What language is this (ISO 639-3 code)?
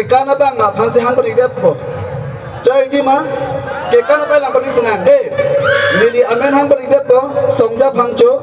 mjw